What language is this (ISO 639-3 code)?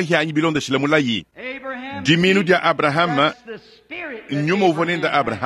lua